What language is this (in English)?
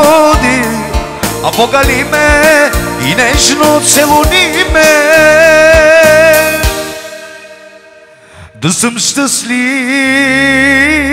Bulgarian